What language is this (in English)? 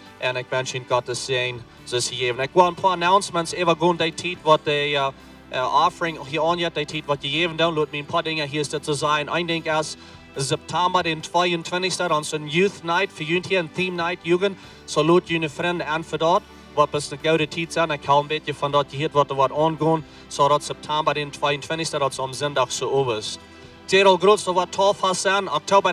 Plautdietsch